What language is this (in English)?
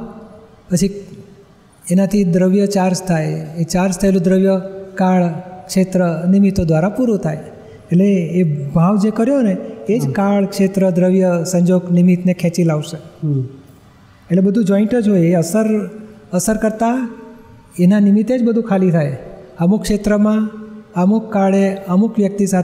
Gujarati